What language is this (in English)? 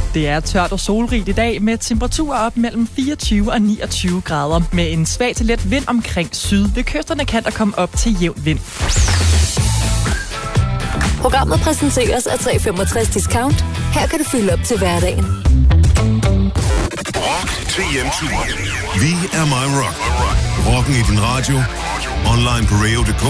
Danish